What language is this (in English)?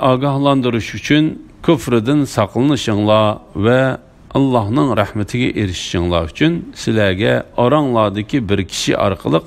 Uyghur